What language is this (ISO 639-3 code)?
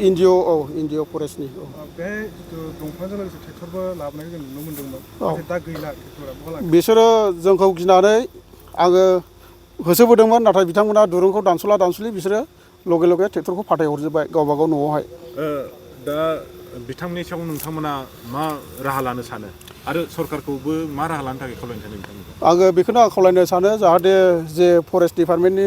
brx